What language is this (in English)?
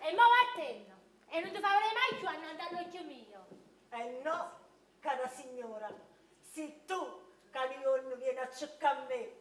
Neapolitan